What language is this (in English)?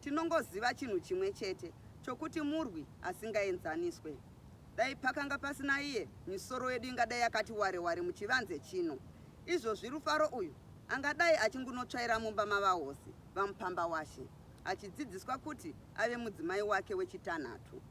Shona